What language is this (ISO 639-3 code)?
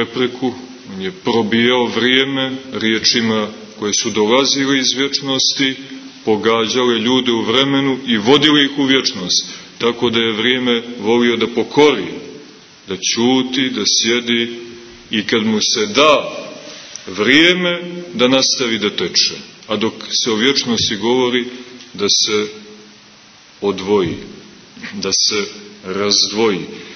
srp